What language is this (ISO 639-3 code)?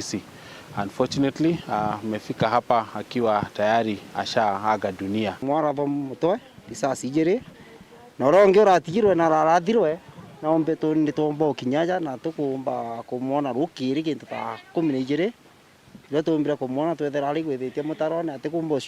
mer